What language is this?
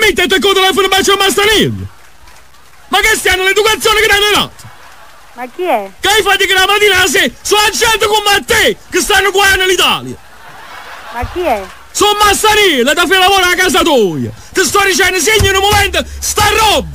Neapolitan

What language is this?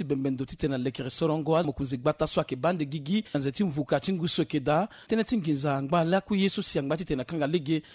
Sango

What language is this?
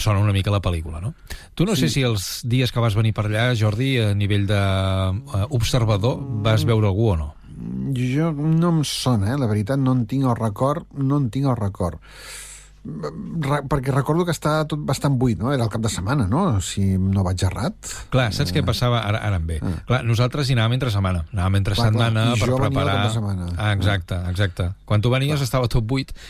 Catalan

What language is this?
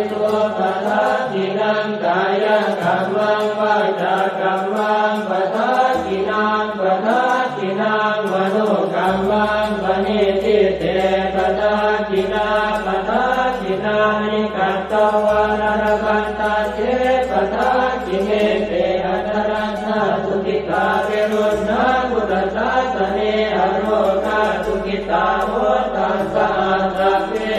Pali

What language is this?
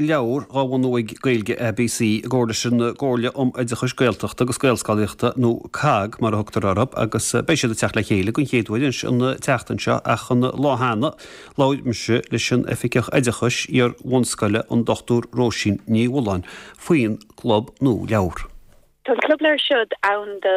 Irish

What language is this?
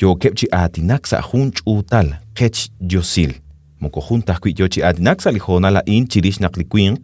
Kekchí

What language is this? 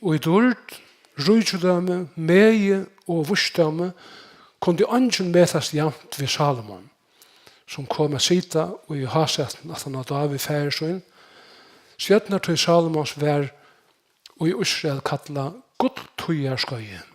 Faroese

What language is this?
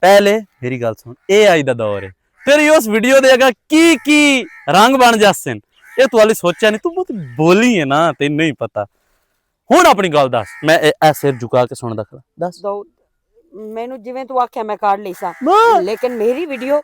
Western Panjabi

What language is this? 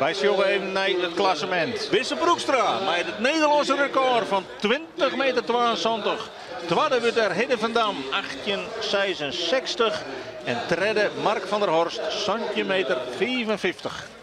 Western Frisian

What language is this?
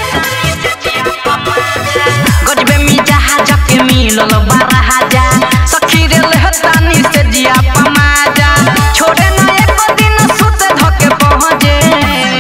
Bhojpuri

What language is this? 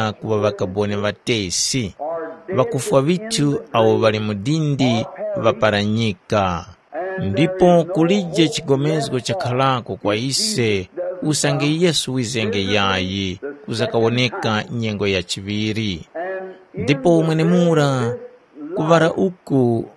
Tumbuka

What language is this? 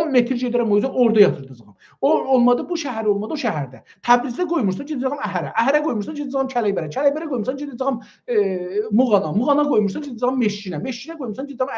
South Azerbaijani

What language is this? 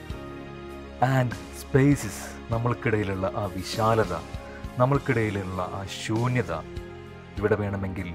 Malayalam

